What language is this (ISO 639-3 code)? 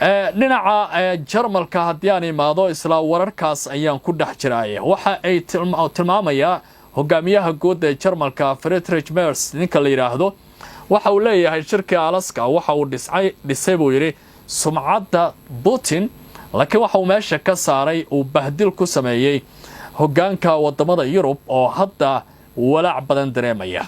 som